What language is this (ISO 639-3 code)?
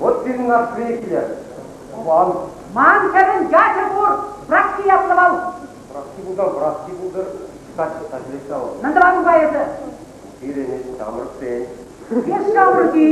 chv